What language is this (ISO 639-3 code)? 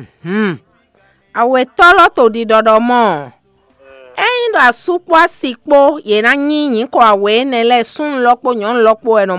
fon